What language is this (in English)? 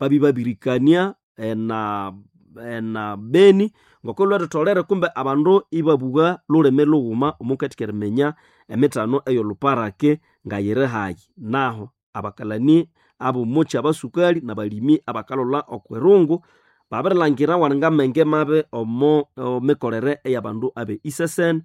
Nande